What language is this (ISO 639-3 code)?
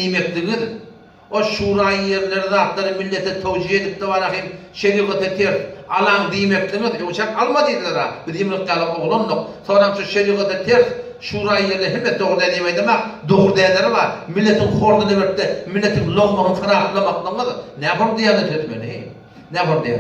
tuk